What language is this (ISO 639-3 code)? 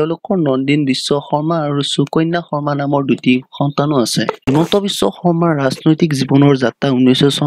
asm